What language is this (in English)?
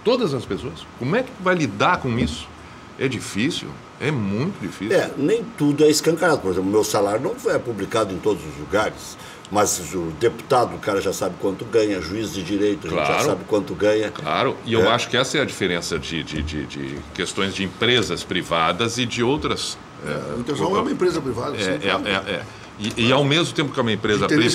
Portuguese